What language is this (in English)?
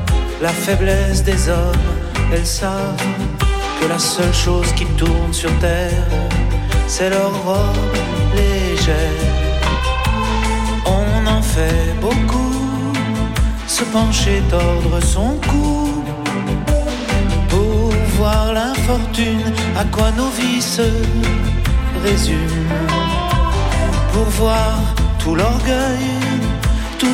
French